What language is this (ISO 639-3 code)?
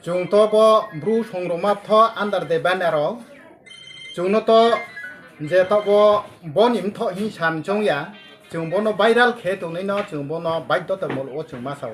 ria